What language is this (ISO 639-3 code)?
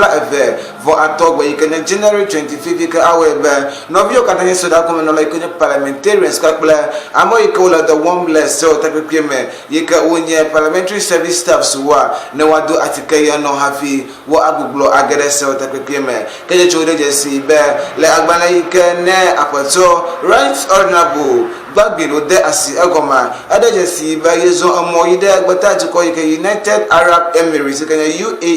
ewe